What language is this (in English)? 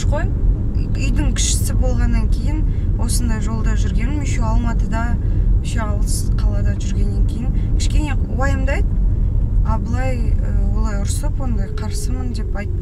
Kazakh